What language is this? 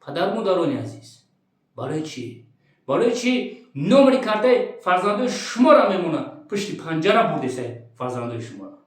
Tajik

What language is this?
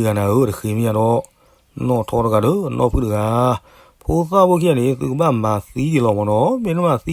S'gaw Karen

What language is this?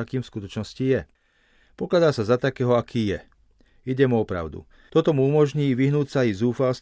Slovak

